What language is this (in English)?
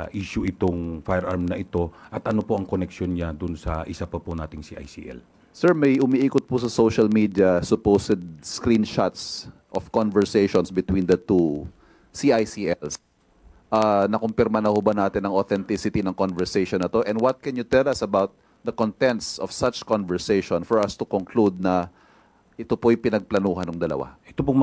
Filipino